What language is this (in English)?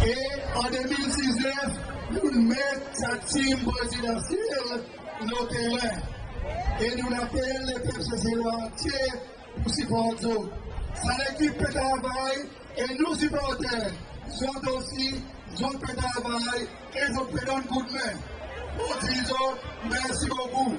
Seselwa Creole French